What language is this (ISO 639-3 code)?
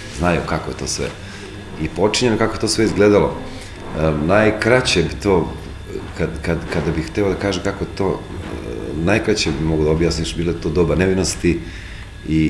srp